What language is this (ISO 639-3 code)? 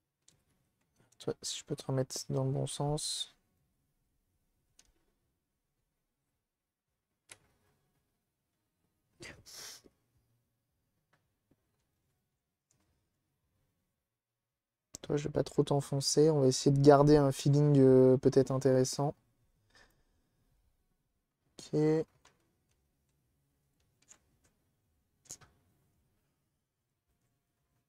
fra